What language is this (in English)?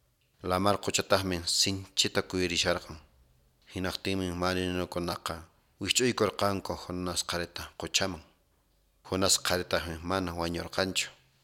Quechua